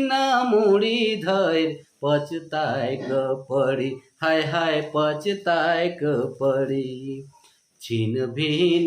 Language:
Sadri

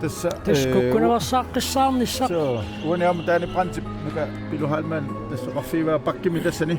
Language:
Kalaallisut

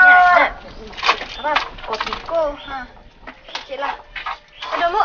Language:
Achinese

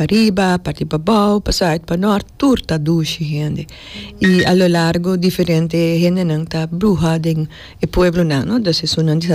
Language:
Papiamento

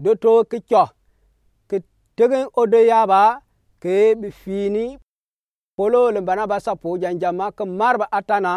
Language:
Gourmanchéma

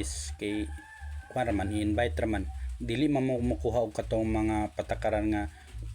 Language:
Cebuano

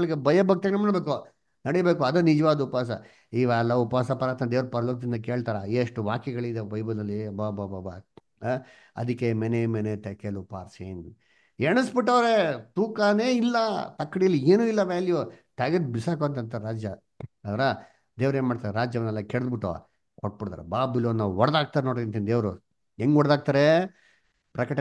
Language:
Kannada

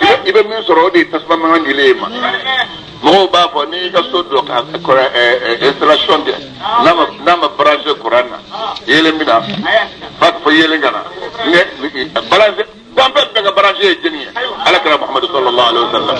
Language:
Bambara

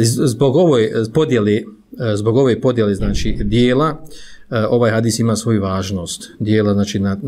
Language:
Bosnian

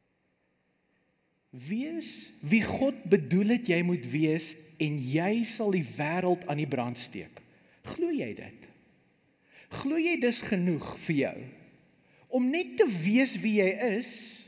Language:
Afrikaans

